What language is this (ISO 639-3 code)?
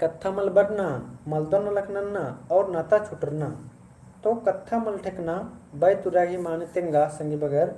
kru